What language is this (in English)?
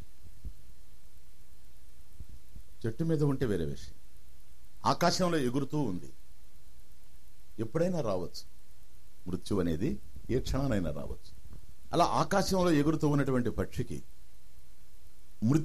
Telugu